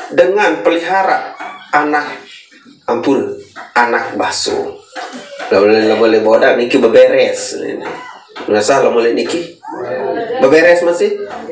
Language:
Sasak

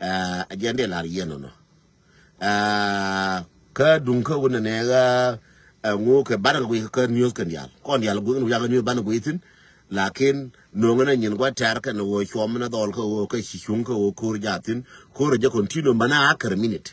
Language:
Nuer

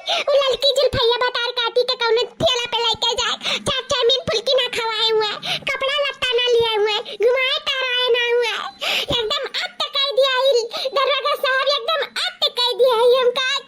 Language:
Awadhi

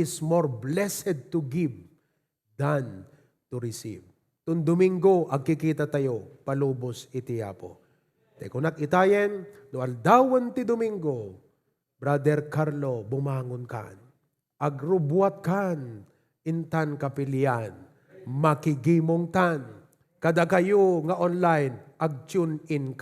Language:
Iloko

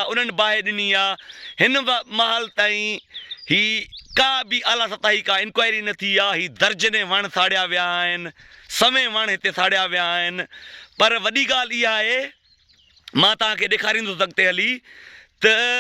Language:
Sindhi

